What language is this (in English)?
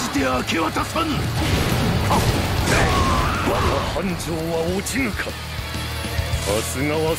Japanese